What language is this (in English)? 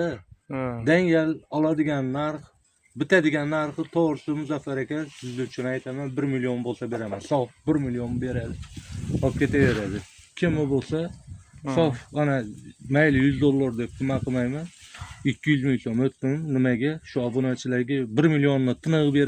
Uzbek